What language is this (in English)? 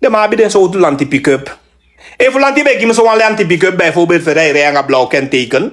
Sranan Tongo